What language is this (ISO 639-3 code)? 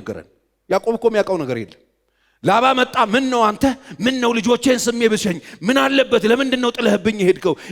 amh